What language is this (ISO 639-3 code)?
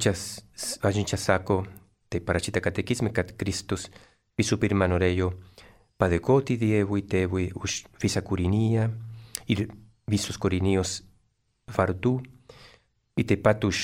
lit